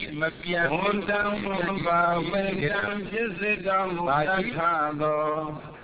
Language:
Burmese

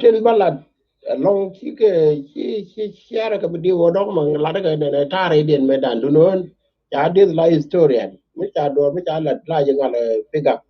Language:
Nuer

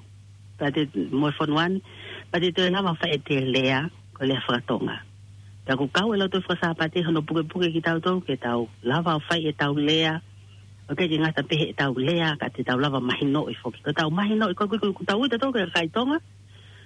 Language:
Tongan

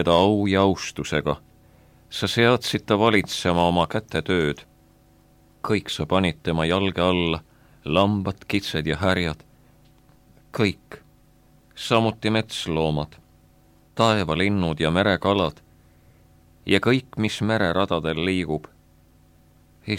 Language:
Estonian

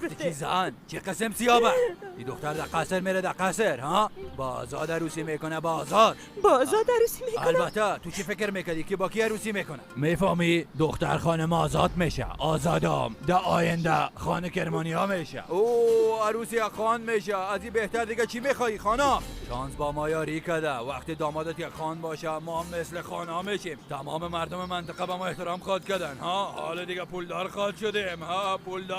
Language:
Persian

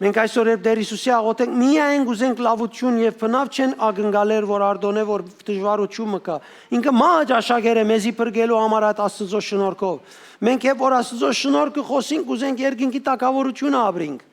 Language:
Western Armenian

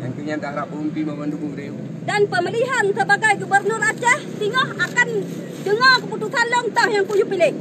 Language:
Achinese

